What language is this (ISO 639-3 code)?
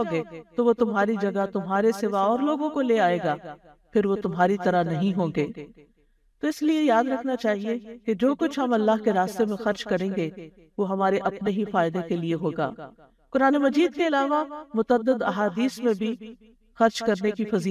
urd